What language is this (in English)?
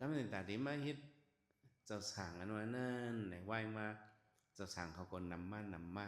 Shan